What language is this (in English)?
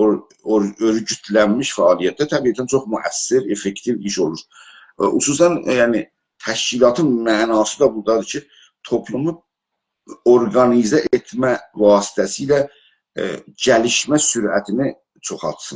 South Azerbaijani